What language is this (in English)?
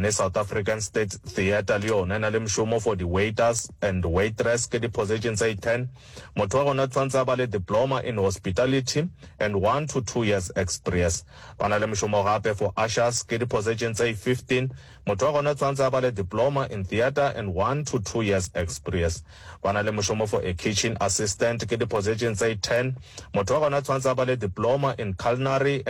Northern Sotho